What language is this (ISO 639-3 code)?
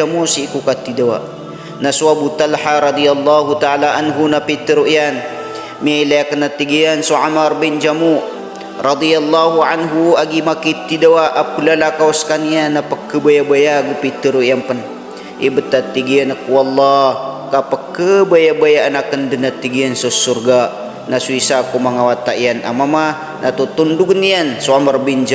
mrw